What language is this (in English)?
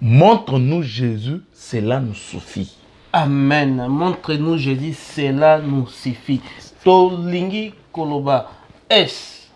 Lingala